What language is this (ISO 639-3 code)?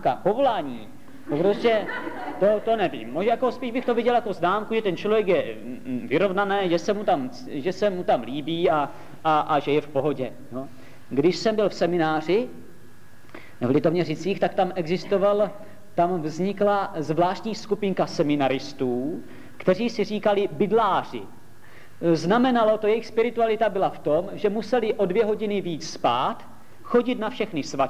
ces